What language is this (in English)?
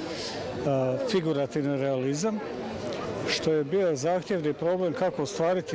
Croatian